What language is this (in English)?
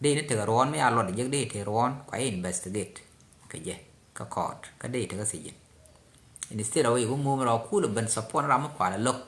Nuer